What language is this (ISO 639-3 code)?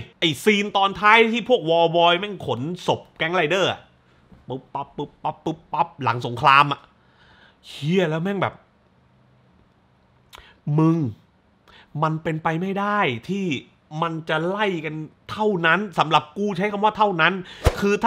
tha